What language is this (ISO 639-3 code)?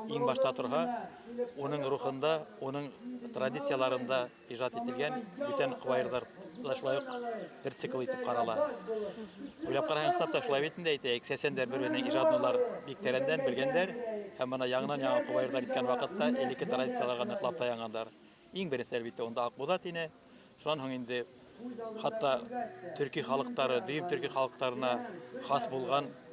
bak